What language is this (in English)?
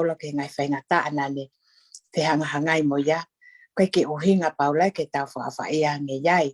Tongan